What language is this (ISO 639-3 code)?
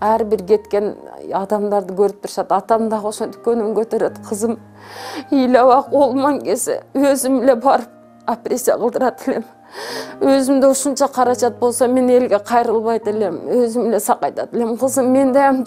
kir